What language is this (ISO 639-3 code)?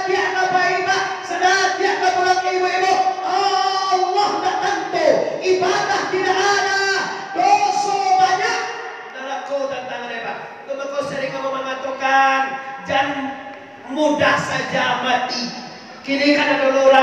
min